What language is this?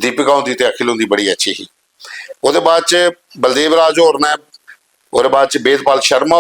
Dogri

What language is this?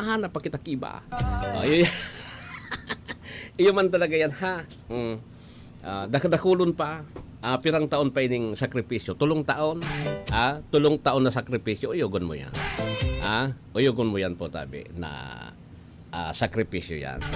Bikol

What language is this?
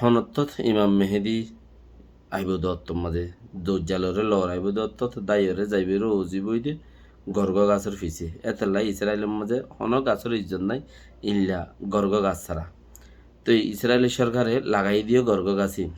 Rohingya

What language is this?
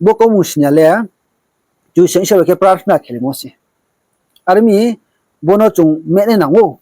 Riang (India)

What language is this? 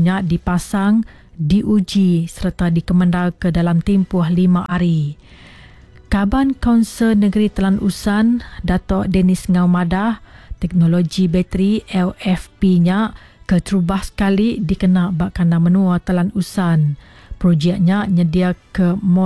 Iban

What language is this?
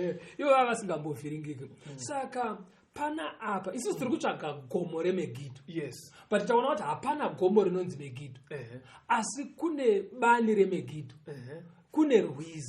Shona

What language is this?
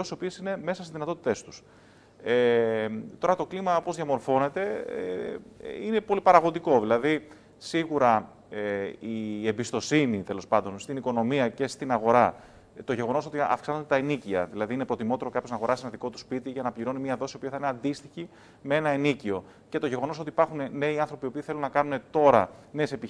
Greek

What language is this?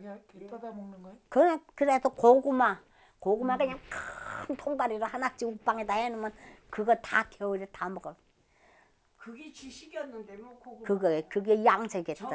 Korean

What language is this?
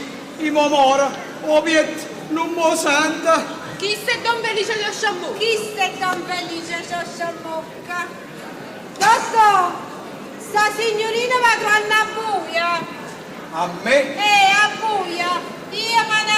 Neapolitan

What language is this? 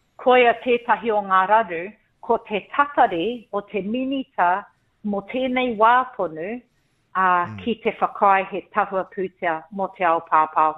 Māori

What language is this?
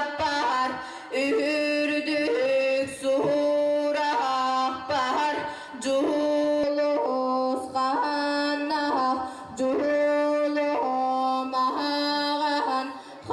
Yakut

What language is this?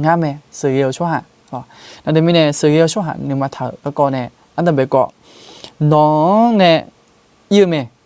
Akha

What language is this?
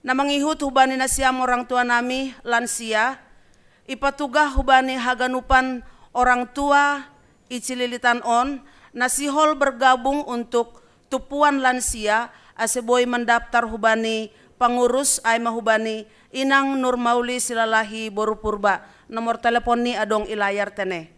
Batak Simalungun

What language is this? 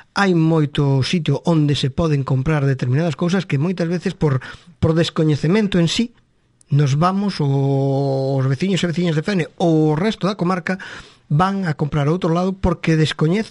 Galician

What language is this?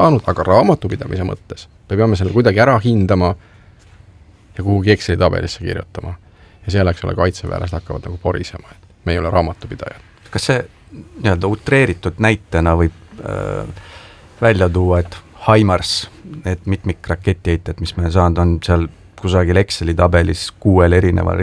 Estonian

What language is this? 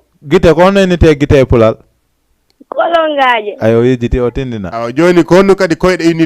Fula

